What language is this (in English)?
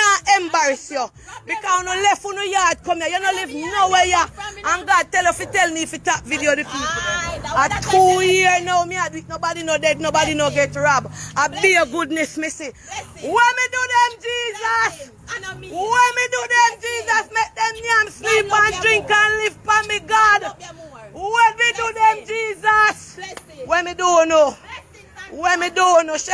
Jamaican Creole English